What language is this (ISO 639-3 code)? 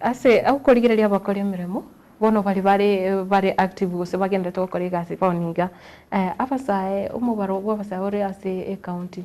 guz